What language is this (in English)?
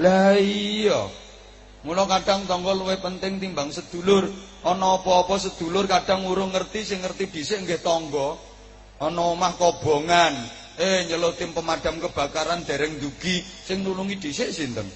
Javanese